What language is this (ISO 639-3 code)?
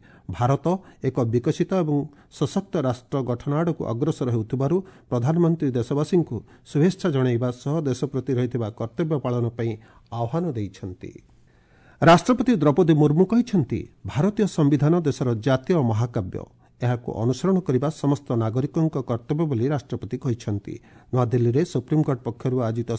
ori